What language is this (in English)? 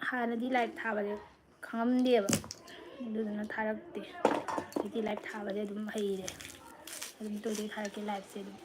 Manipuri